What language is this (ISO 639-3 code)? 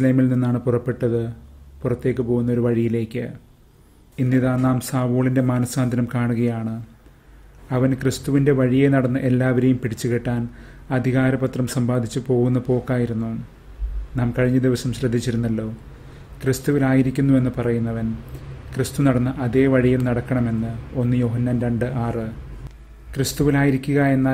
mal